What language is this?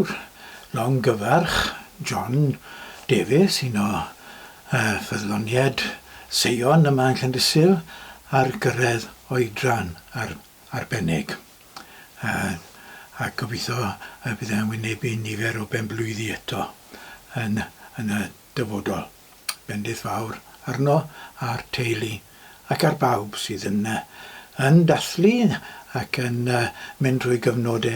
Welsh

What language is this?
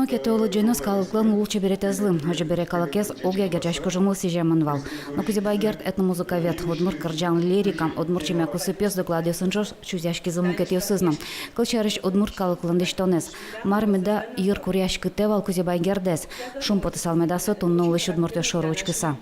Udmurt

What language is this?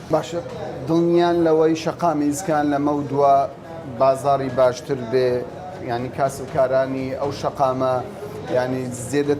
Central Kurdish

